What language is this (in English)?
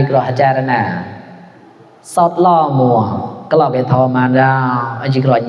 Mon